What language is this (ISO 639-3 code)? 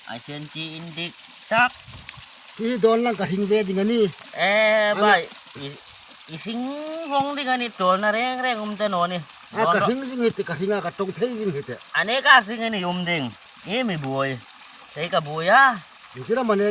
hmr